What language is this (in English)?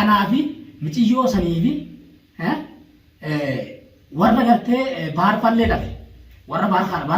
Oromo